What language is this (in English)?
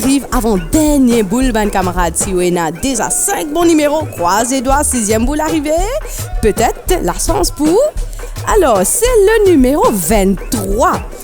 Morisyen